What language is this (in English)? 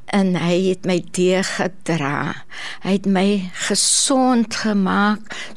Afrikaans